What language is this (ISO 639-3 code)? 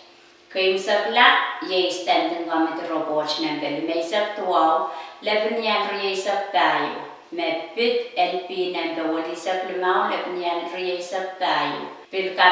pon